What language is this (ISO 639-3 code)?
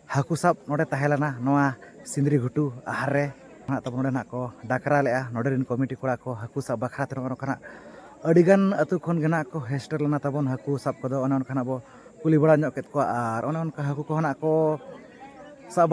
sat